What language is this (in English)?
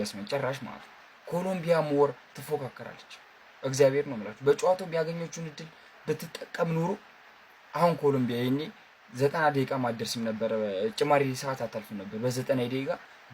Amharic